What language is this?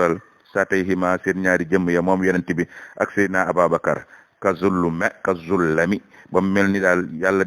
Wolof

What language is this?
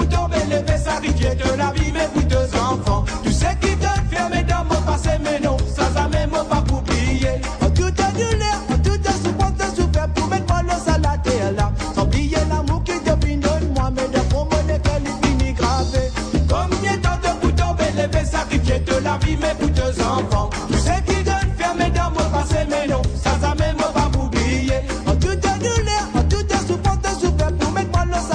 Morisyen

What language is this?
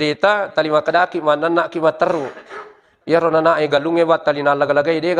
Buginese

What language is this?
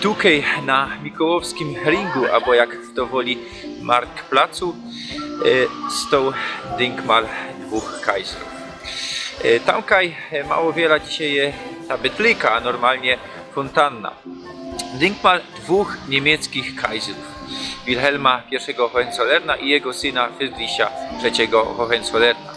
Silesian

